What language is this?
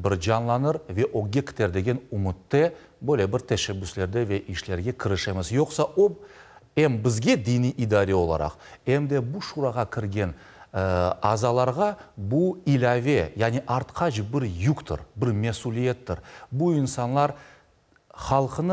Crimean Tatar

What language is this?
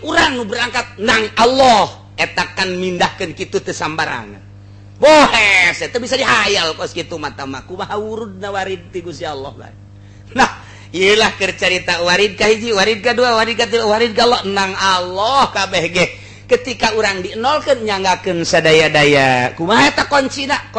Sundanese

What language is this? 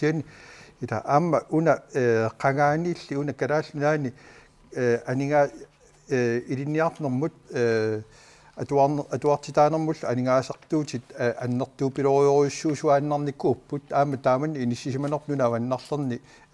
Kalaallisut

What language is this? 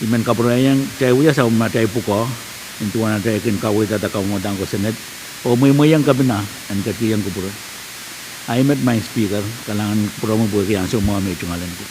Pohnpeian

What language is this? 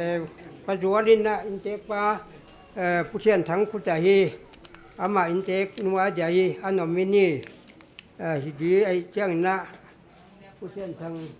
Paite Chin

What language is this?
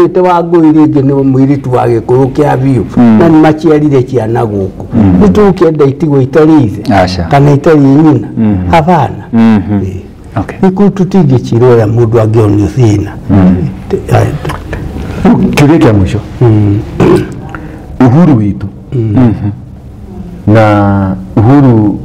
Kikuyu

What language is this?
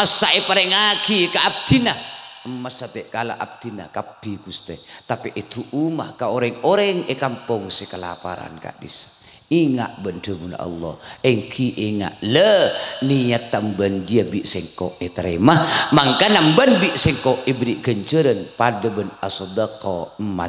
Madurese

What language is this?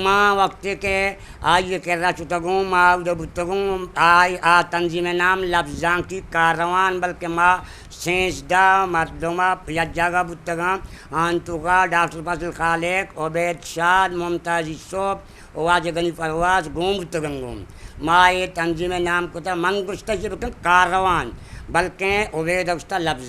Eastern Balochi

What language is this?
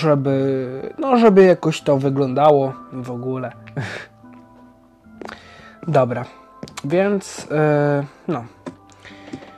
Polish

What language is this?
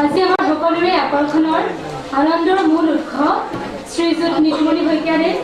Assamese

